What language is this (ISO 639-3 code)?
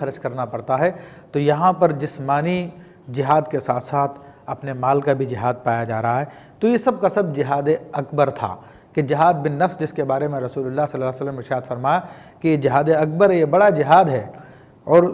urd